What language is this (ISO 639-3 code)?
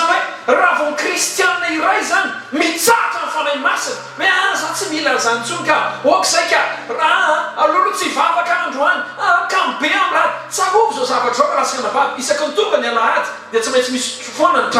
mlg